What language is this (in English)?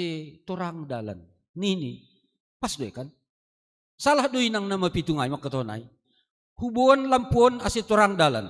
Batak Simalungun